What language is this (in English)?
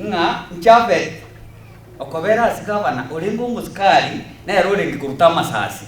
Gusii